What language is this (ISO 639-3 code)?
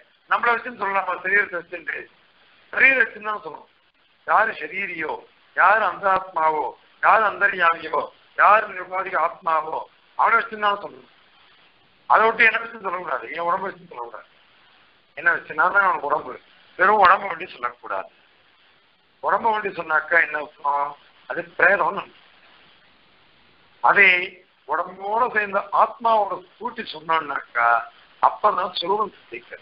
tam